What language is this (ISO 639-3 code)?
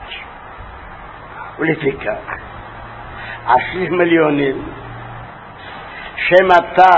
heb